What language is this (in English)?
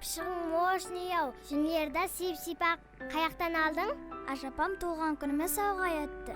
Kara-Kalpak